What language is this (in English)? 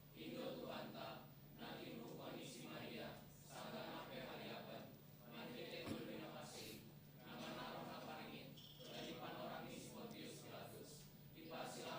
Batak Simalungun